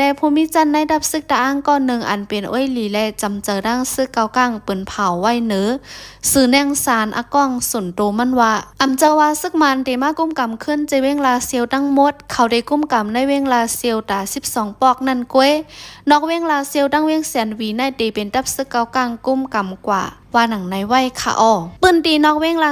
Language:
Shan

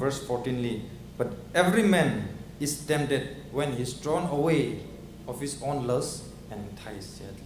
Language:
Tangkhul Naga (India)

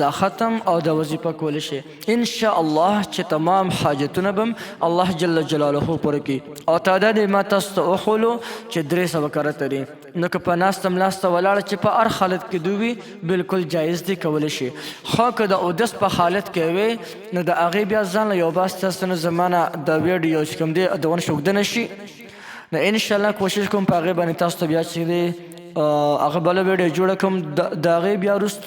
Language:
Pashto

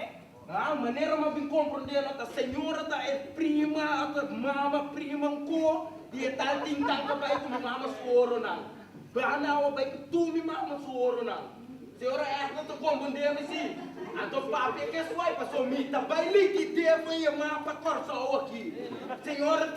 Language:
Papiamento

